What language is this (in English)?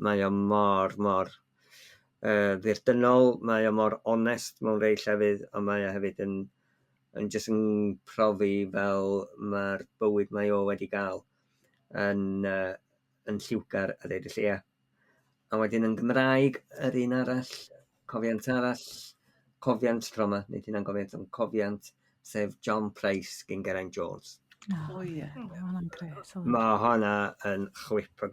Welsh